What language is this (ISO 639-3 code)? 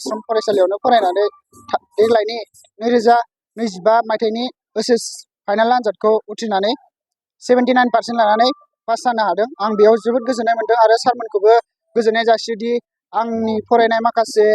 brx